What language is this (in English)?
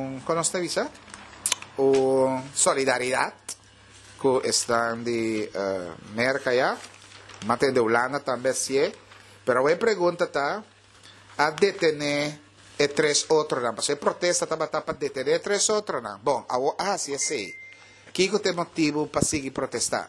Papiamento